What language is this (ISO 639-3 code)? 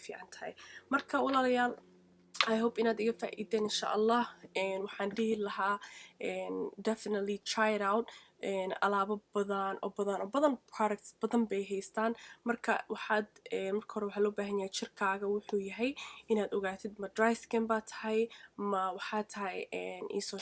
som